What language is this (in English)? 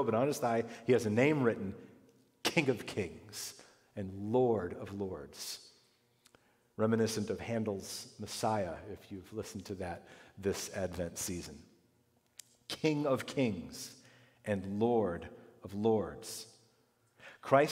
English